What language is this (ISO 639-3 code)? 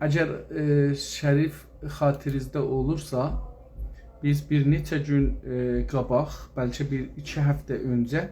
azb